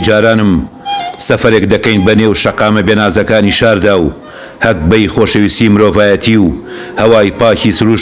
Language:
Central Kurdish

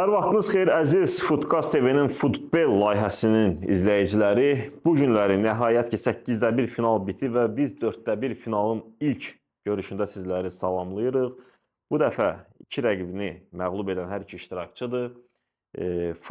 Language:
Azerbaijani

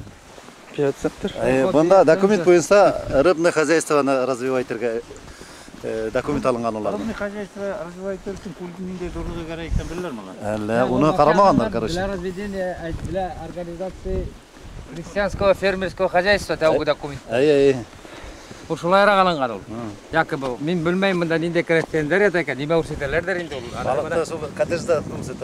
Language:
Bashkir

